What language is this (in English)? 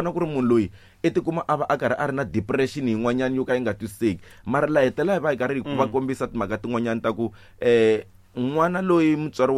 Tsonga